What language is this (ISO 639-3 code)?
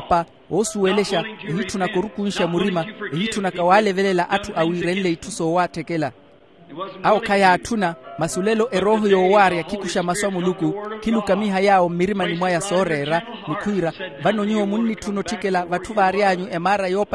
vmw